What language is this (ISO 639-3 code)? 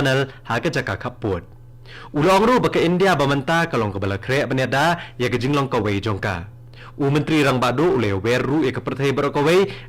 kha